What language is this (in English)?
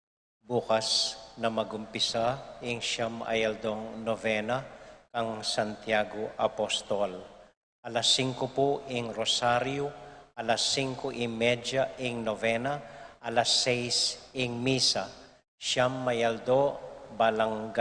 Pampanga